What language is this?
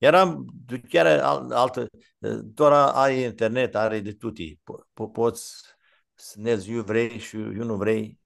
Aromanian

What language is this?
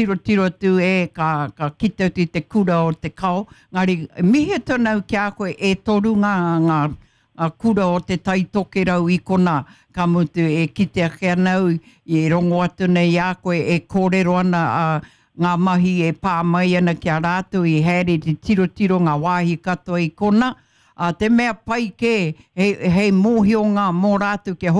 Māori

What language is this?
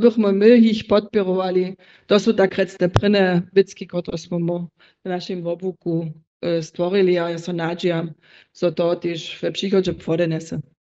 Upper Sorbian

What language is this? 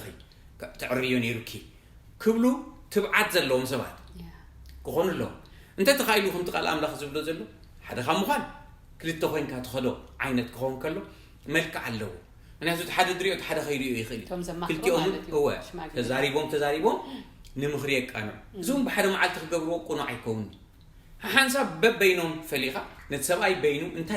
Tigrinya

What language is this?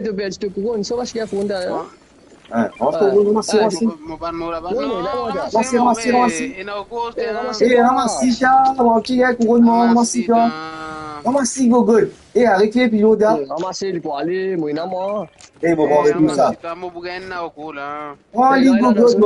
Morisyen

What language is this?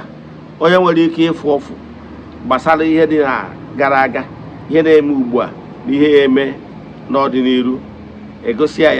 Igbo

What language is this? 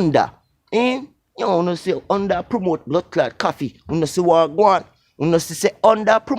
Jamaican Creole English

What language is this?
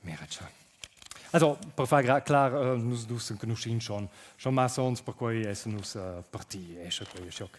Romansh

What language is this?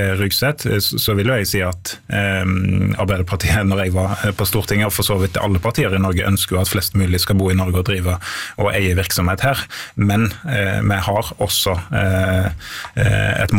Norwegian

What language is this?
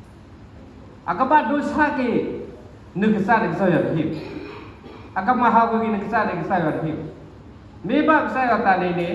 S'gaw Karen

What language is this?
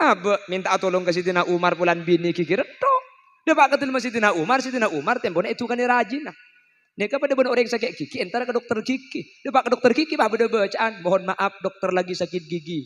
Madurese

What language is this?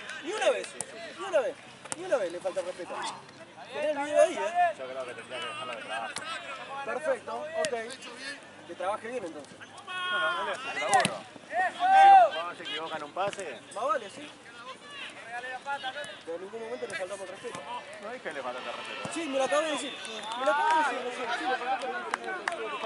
Spanish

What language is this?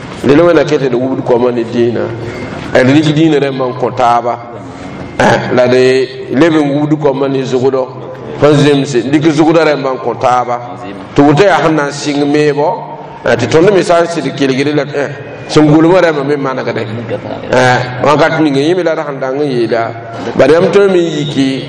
Mossi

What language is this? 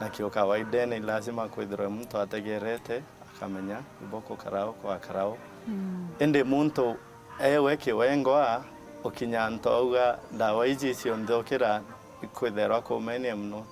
Meru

